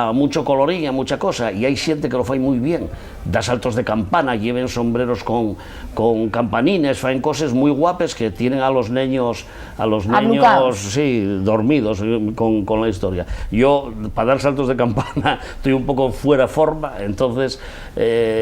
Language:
Asturian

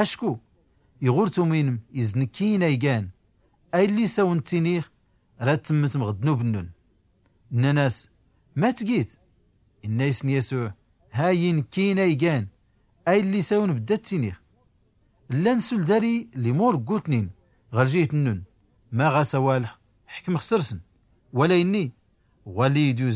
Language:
Tachelhit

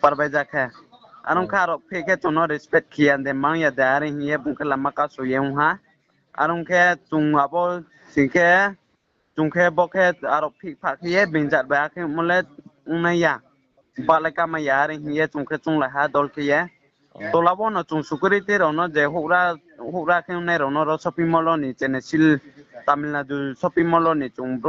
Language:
Riang (India)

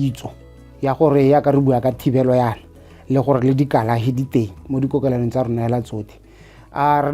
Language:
Tswana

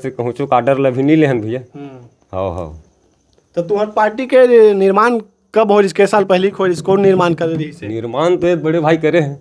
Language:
Chhattisgarhi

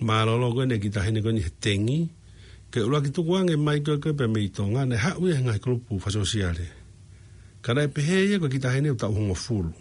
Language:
Tongan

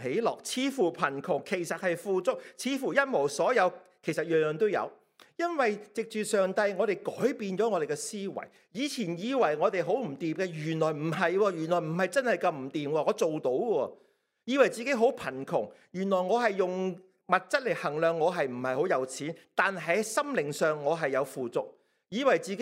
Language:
Cantonese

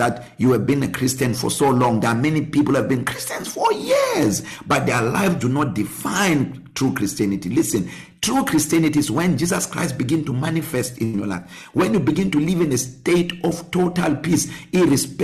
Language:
English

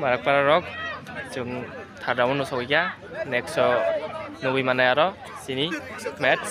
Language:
Kok Borok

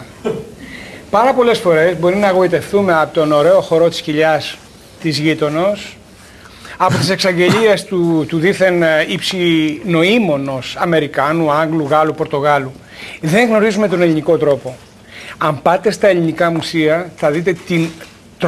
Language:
Greek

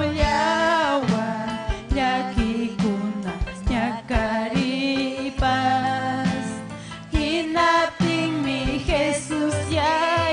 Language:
Ayacucho Quechua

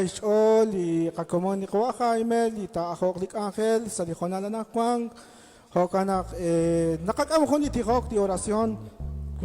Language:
Kekchí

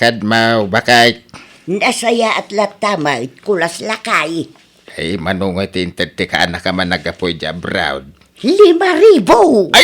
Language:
Iloko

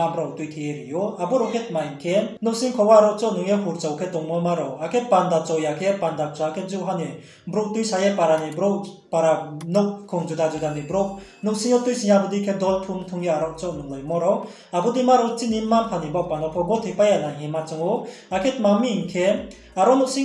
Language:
Riang (India)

